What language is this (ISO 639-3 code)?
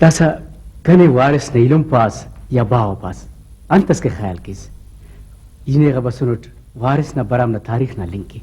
brh